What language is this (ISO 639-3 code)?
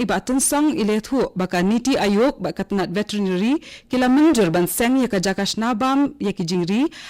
kha